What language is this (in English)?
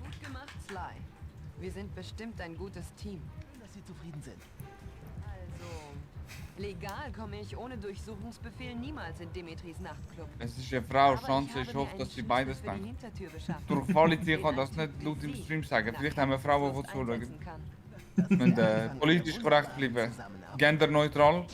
Swiss German